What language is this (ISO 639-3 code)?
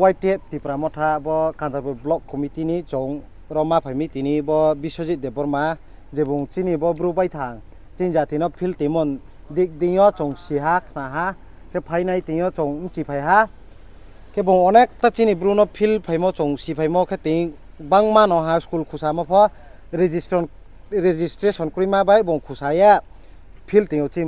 ria